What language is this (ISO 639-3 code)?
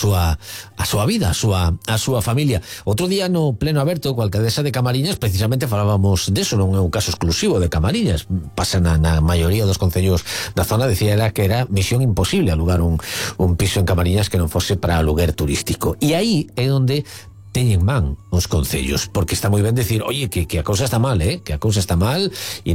glg